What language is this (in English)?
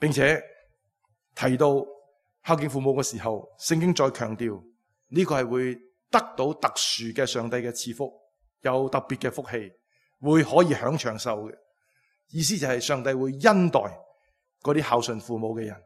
Cantonese